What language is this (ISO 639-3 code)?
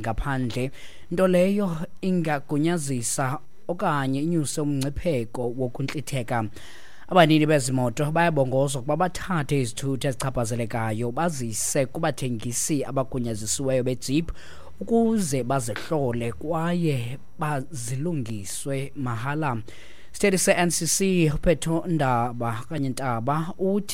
xho